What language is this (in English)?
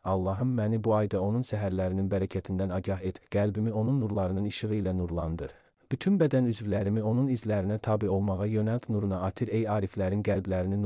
Azerbaijani